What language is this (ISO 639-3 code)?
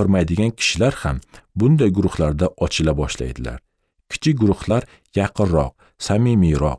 uzb